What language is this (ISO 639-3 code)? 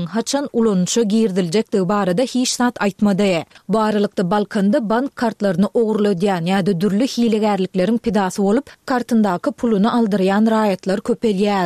tuk